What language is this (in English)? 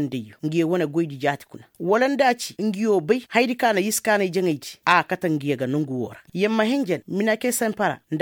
Koyraboro Senni